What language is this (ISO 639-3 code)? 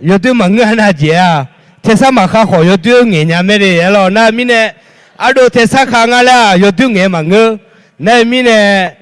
ahk